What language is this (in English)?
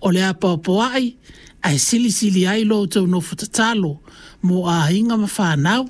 Samoan